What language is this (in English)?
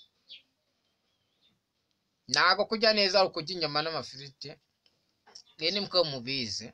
Kinyarwanda